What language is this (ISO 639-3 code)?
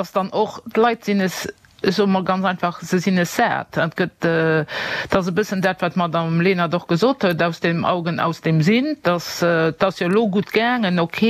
ltz